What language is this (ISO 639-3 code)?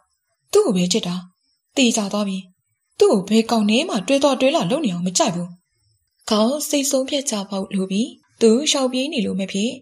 mya